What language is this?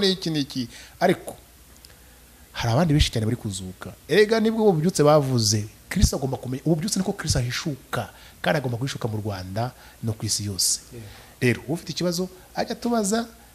Kinyarwanda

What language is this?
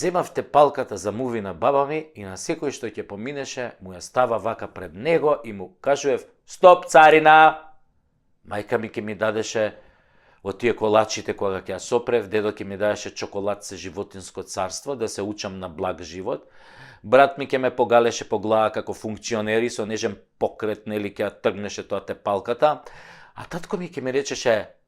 Macedonian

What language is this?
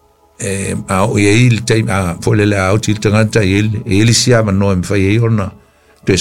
Samoan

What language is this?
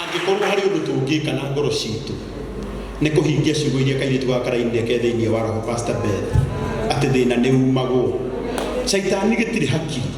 Kikuyu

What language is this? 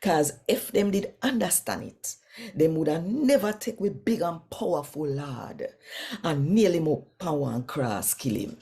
Jamaican Creole English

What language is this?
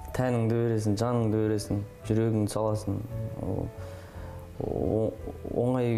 Kazakh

